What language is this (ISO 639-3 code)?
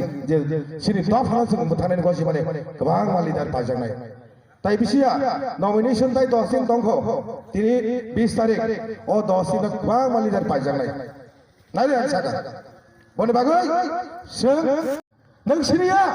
trp